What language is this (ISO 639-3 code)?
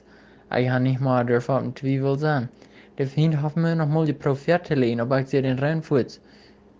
pdt